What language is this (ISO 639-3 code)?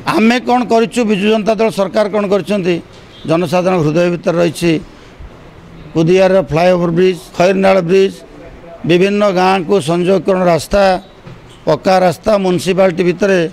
ori